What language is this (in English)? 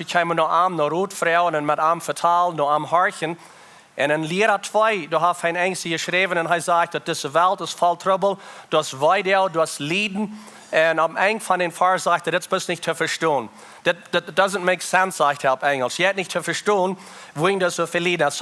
Plautdietsch